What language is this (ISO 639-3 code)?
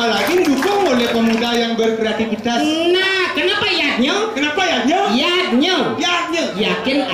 ban